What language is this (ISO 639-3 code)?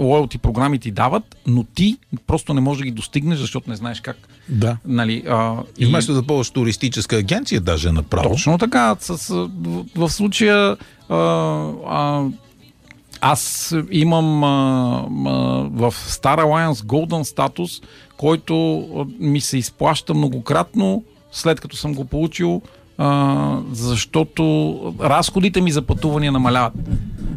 bul